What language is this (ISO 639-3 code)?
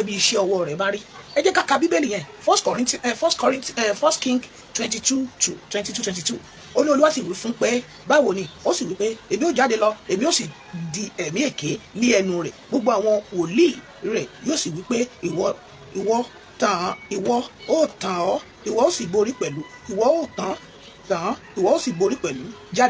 yor